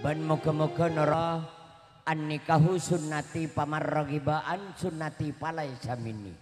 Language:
Madurese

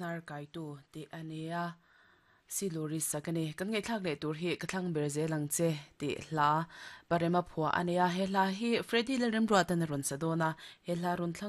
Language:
Mizo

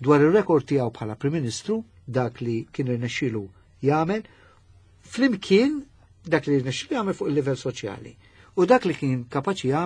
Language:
Maltese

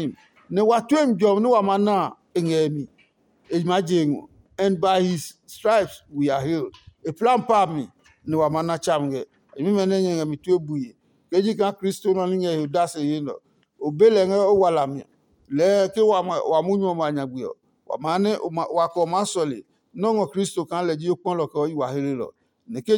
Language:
Adangme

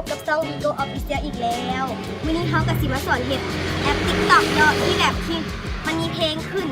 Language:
Lao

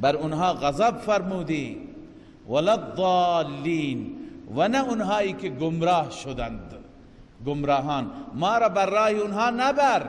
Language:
Persian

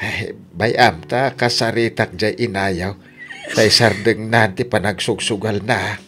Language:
Iloko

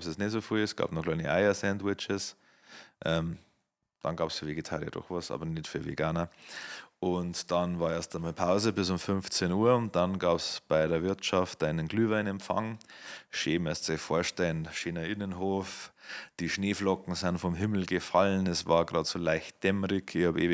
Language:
Bavarian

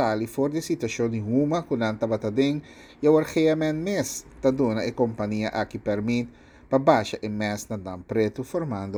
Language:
Papiamento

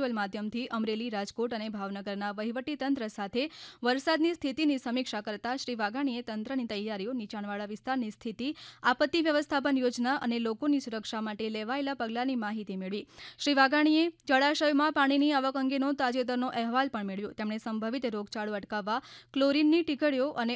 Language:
Gujarati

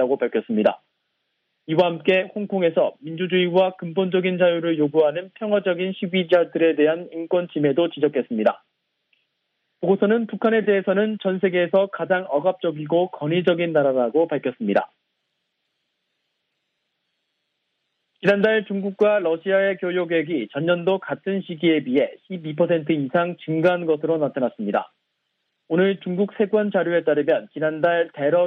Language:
Korean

